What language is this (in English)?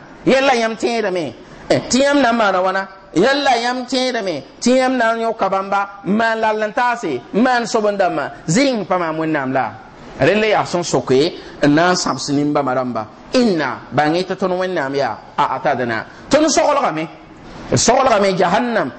Mossi